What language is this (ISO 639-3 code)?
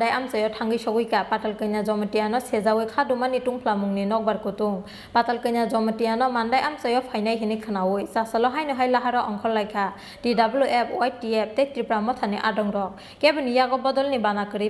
trp